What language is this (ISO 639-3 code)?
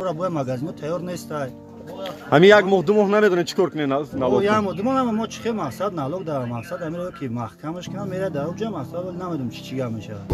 tgk